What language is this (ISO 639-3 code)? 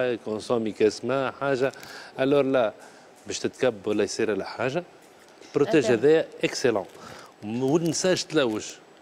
aeb